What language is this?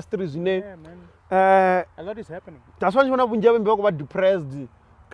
Venda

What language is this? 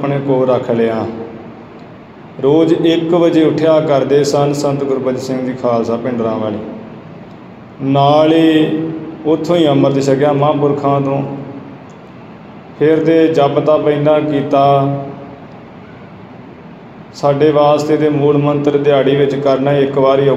Punjabi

